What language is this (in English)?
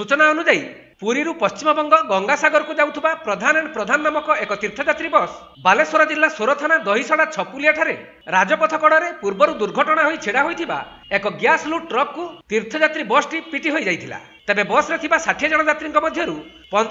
Odia